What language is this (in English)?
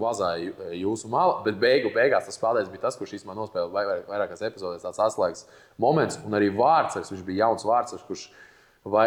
Latvian